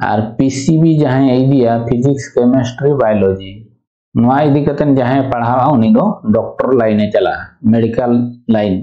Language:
Santali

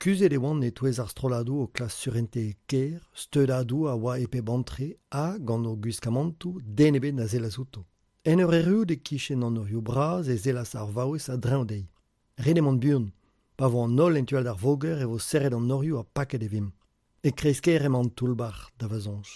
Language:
Breton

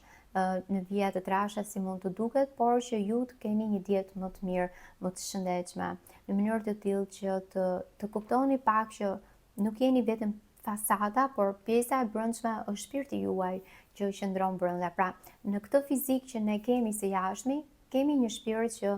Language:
Albanian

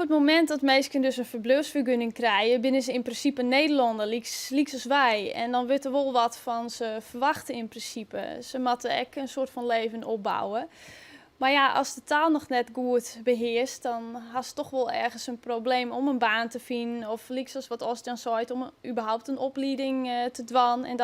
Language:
Western Frisian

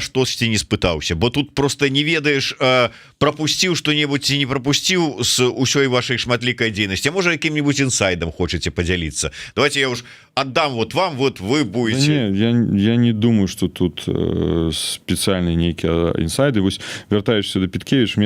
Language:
Belarusian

